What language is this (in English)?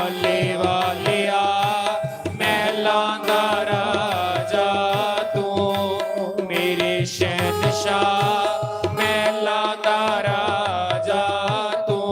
Dogri